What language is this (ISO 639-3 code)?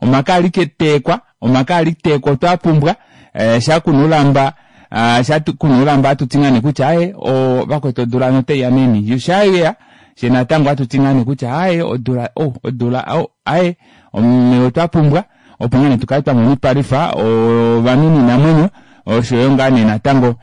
kua